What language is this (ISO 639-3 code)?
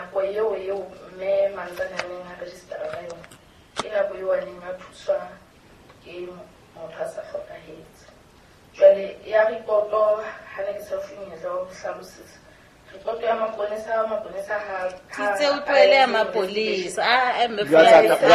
sot